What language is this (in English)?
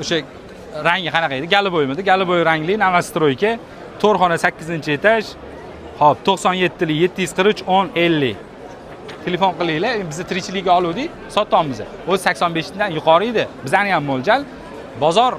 Uzbek